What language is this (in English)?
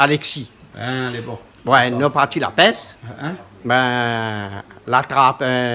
Réunion Creole French